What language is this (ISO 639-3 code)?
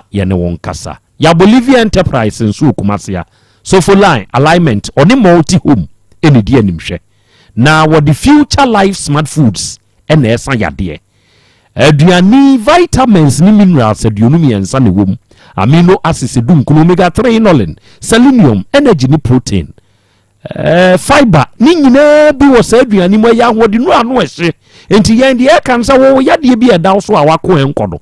aka